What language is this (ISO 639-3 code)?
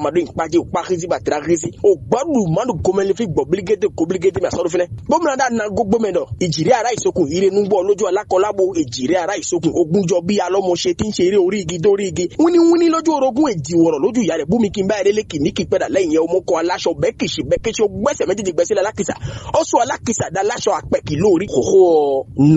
fon